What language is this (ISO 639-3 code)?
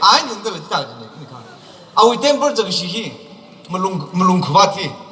nmf